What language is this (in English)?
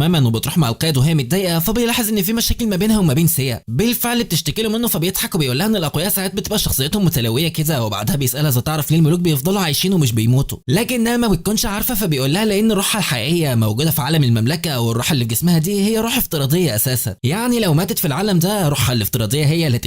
Egyptian Arabic